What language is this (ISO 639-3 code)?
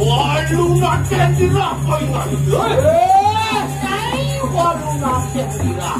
ban